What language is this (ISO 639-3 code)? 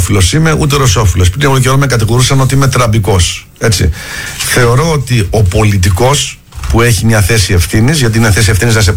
ell